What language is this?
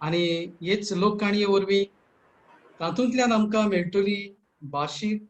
Konkani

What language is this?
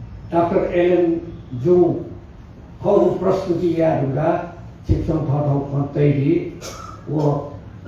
Newari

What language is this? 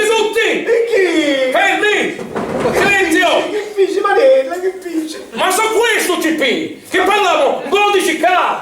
Sicilian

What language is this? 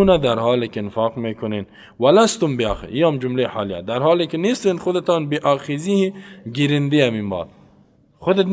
Persian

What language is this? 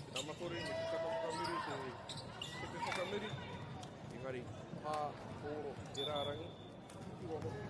Māori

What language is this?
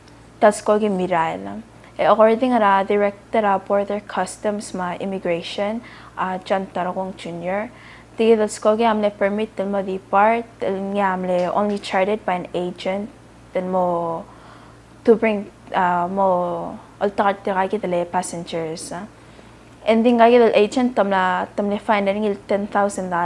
Palauan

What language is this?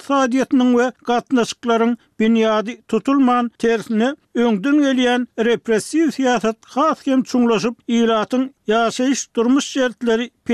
Turkmen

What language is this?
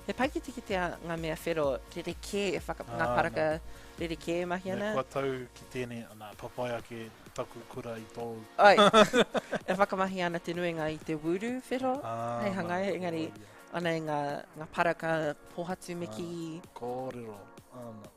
Māori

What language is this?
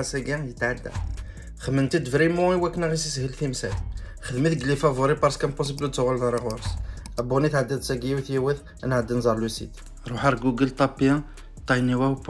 Kabyle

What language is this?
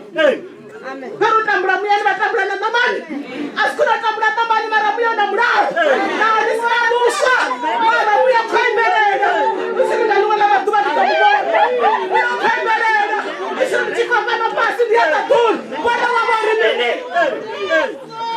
Venda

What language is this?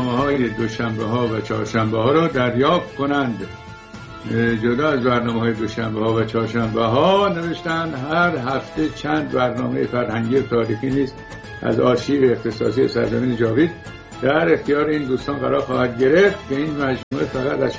Persian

